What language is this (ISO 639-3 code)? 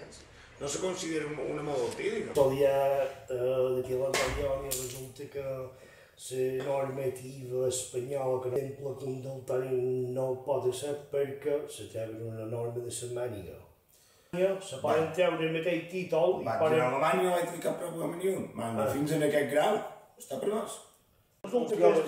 cat